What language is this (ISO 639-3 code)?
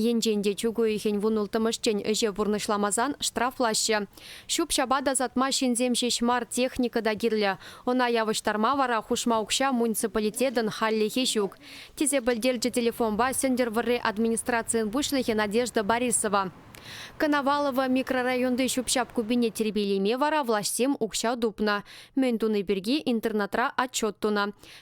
chv